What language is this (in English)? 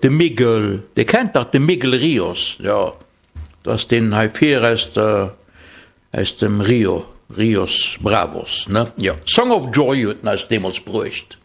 Luxembourgish